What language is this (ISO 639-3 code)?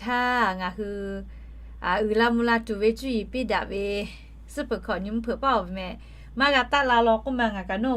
lhu